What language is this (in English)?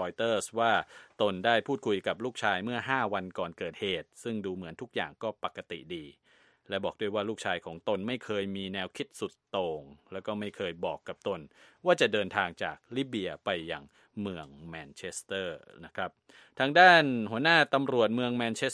Thai